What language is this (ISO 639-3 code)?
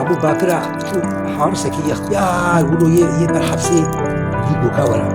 kur